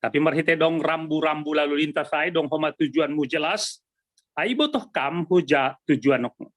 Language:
Batak Simalungun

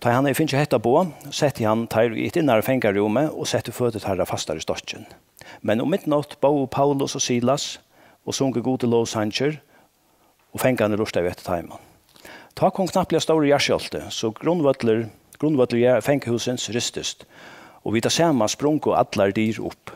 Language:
Faroese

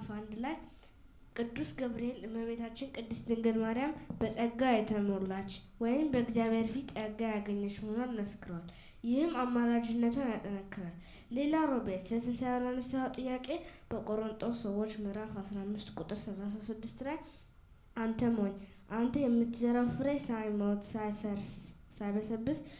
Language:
Amharic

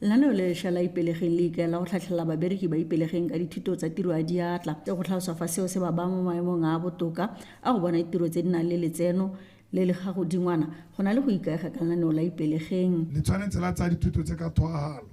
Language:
Tswana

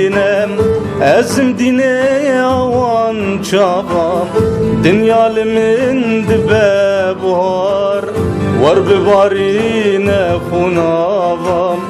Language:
Kurdish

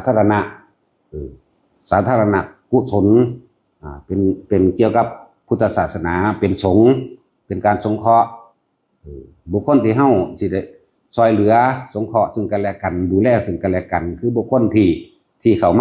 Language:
Northeastern Thai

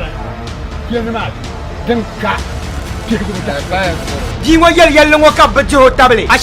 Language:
Dagbani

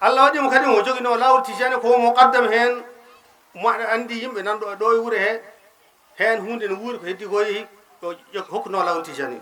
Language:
Fula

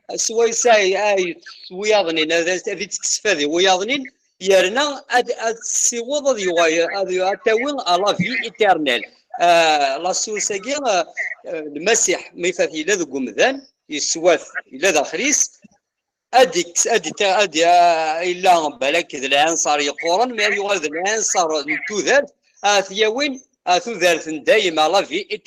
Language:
Kabyle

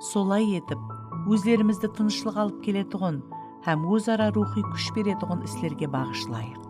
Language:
Kara-Kalpak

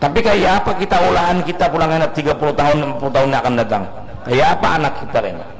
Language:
Banjar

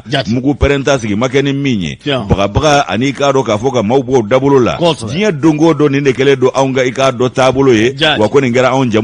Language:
Bambara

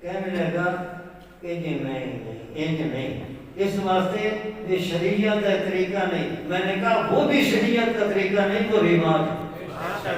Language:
Saraiki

